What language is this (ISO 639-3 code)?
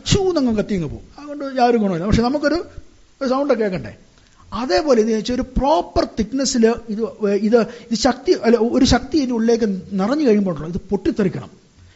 mal